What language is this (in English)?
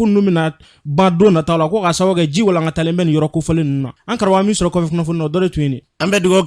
Bambara